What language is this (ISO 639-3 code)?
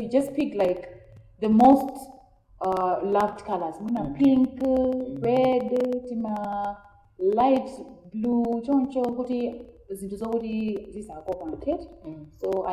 nya